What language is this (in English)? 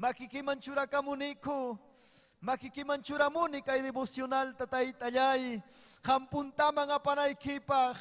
Ayacucho Quechua